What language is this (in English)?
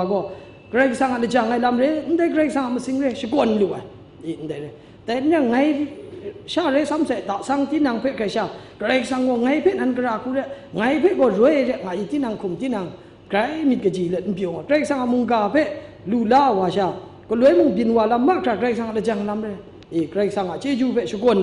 Kachin